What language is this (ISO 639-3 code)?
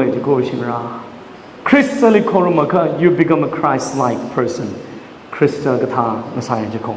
nmf